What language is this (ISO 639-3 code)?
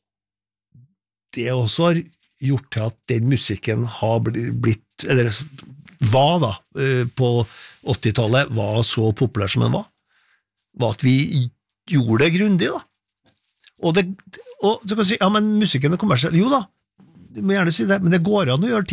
nor